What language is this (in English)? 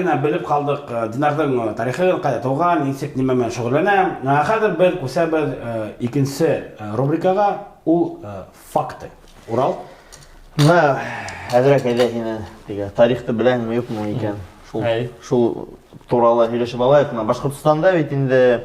Bashkir